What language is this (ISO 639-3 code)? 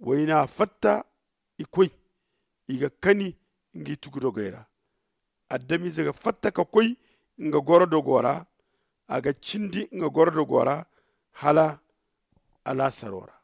dje